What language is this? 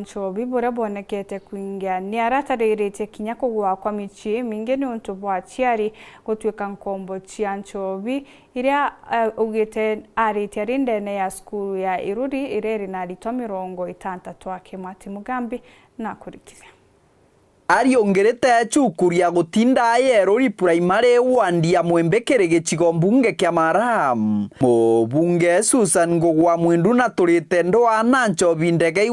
Meru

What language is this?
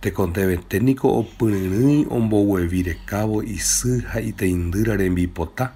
Guarani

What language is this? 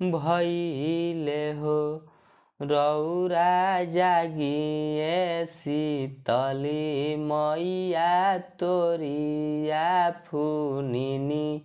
Bhojpuri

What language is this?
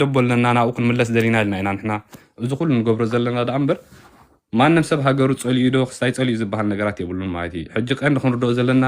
Tigrinya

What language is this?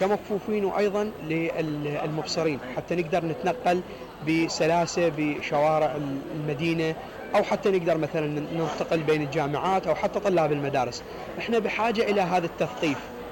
Mesopotamian Arabic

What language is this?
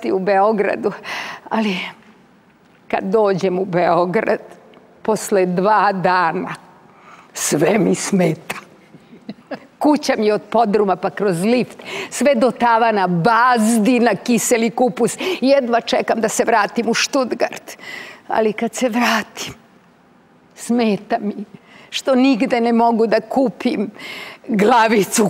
Serbian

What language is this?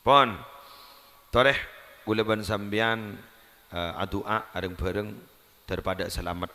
Madurese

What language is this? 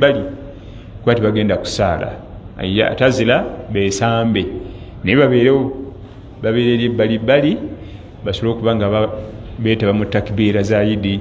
Ganda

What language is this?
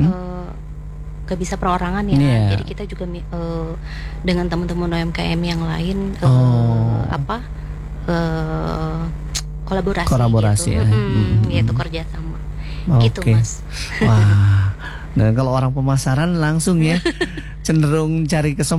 Indonesian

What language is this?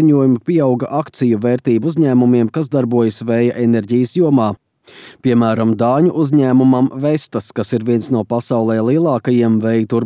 Latvian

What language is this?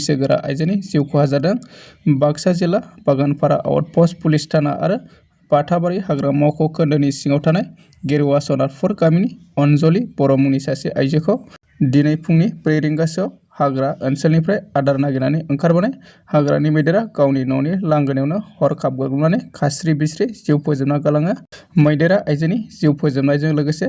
Bodo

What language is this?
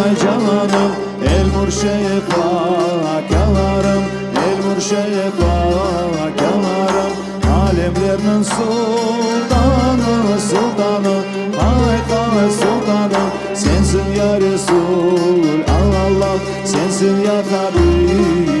Crimean Tatar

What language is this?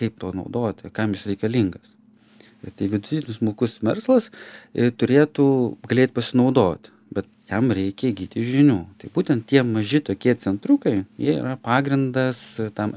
Lithuanian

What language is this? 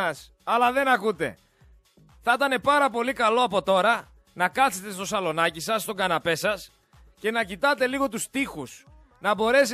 Greek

